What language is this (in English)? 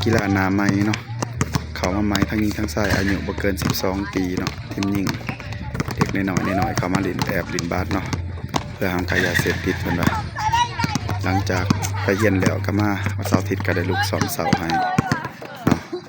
Lao